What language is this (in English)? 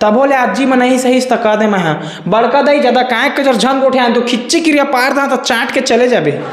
Chhattisgarhi